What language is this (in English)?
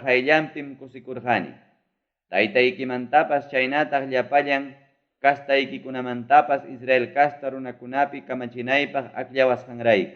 Ayacucho Quechua